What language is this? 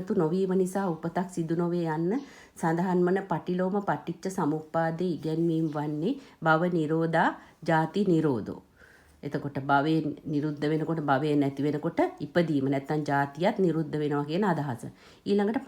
Sinhala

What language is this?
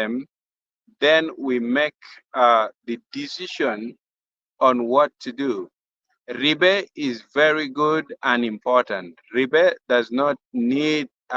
Acoli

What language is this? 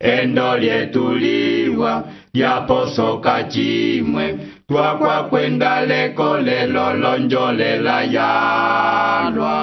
Umbundu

